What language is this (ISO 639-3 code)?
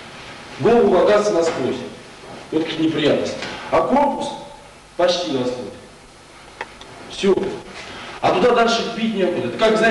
rus